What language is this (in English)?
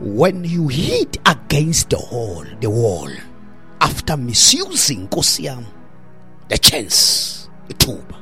Xhosa